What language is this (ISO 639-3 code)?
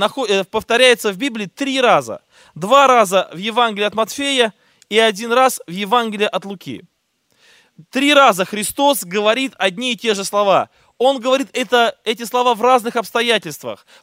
rus